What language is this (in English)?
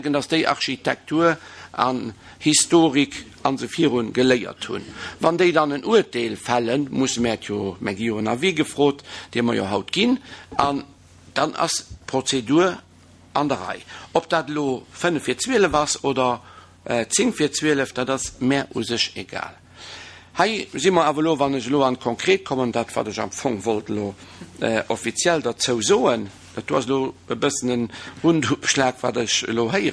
Luxembourgish